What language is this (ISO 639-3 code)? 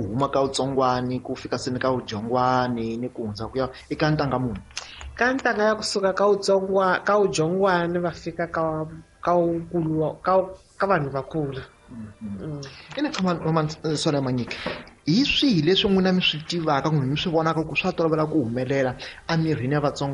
tso